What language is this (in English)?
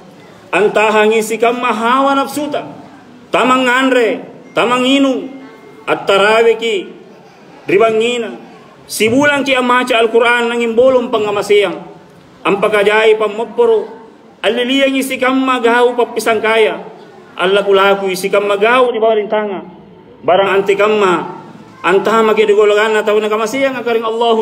Makasar